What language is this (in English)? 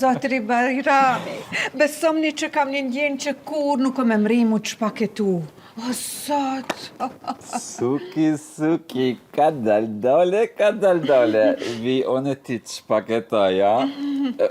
Albanian